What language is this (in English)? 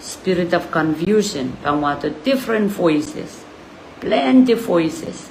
Pohnpeian